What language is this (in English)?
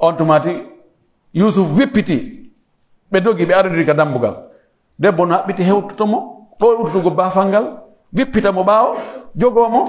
Pular